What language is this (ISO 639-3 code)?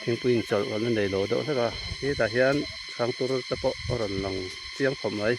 lus